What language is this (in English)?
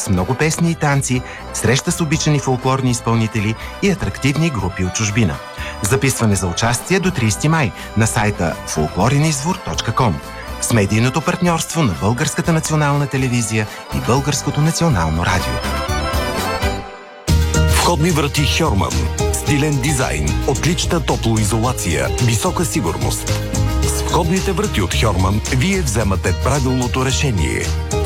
Bulgarian